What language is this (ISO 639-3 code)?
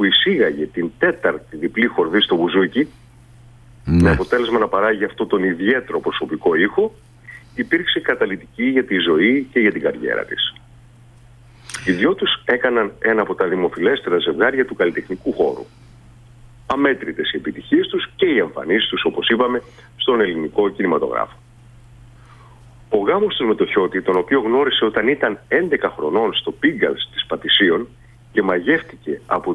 ell